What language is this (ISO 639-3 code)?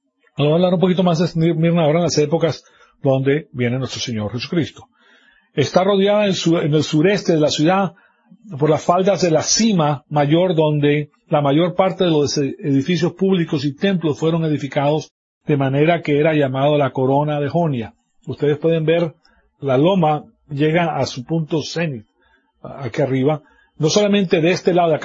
spa